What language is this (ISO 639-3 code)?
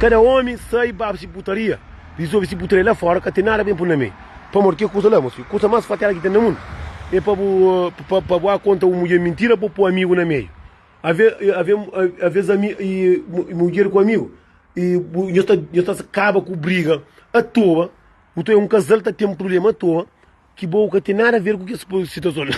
kea